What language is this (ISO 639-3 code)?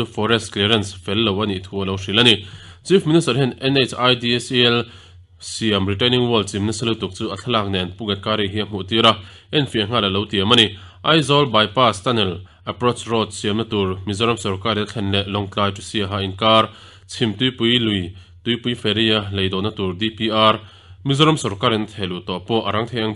lus